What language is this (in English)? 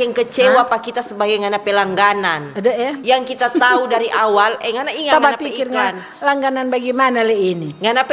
Manado Malay